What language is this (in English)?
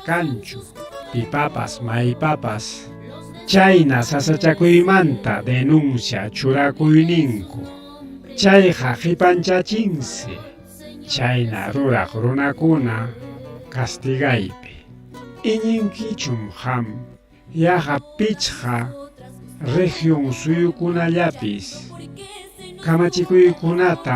Ayacucho Quechua